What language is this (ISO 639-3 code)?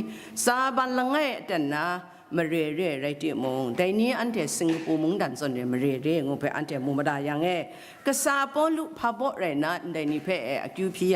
kac